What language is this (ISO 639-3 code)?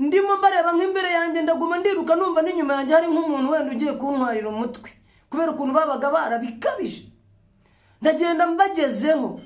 kin